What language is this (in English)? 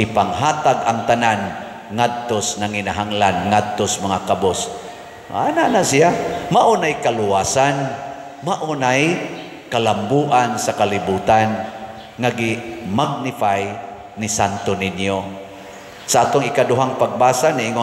Cebuano